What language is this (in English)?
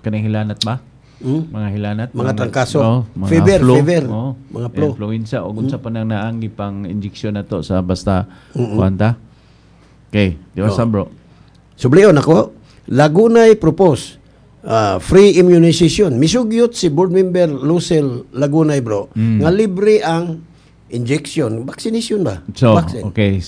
Cebuano